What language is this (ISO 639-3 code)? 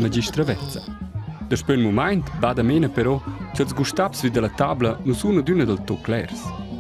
roh